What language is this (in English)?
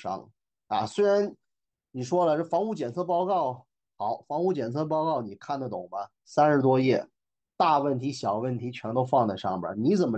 Chinese